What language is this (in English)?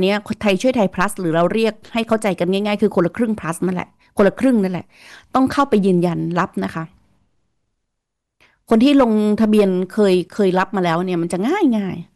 Thai